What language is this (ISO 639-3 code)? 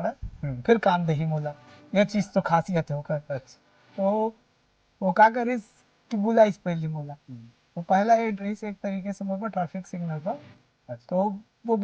hne